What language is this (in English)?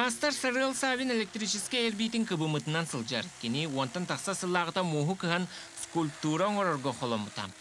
Yakut